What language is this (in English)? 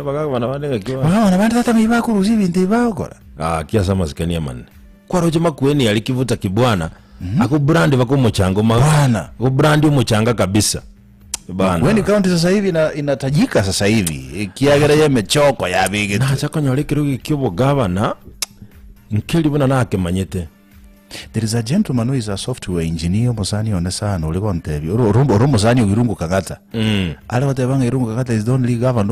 Gusii